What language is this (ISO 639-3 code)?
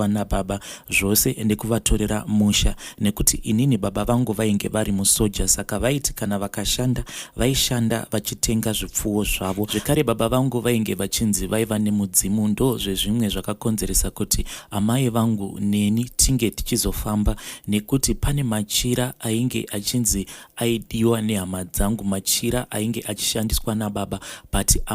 sna